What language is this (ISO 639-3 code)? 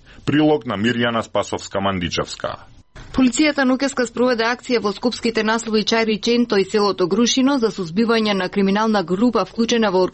mkd